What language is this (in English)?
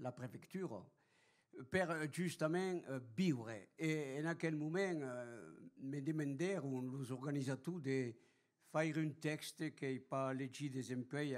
Occitan